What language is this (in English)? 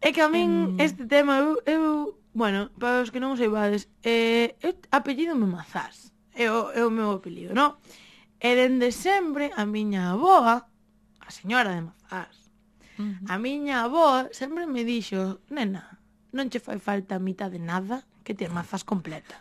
Galician